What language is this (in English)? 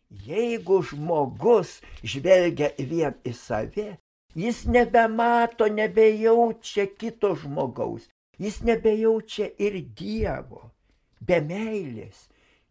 Lithuanian